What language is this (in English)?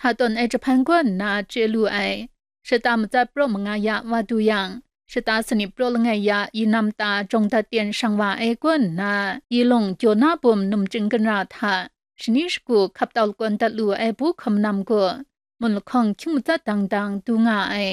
Kachin